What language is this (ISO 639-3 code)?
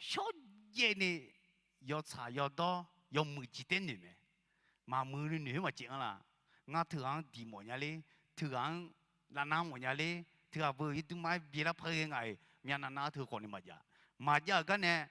ahk